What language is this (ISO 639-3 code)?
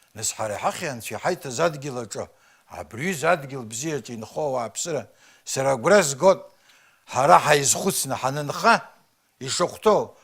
abk